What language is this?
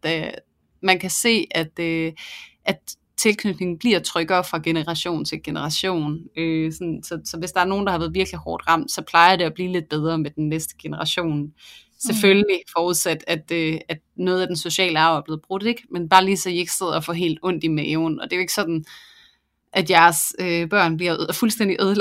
Danish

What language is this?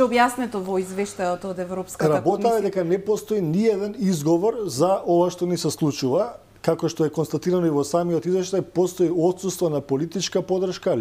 Macedonian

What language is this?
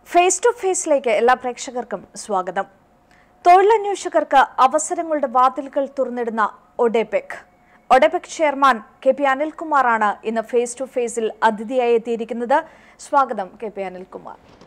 Malayalam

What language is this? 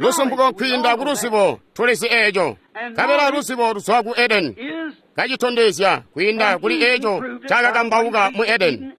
Tonga (Zambia)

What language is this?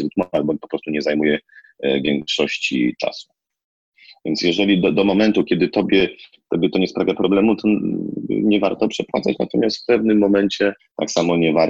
Polish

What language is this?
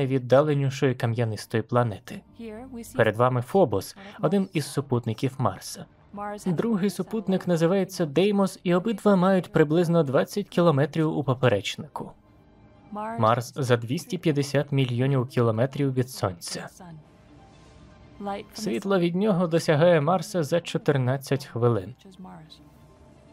Ukrainian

